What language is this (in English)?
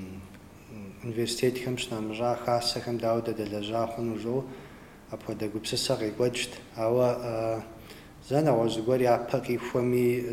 Kabardian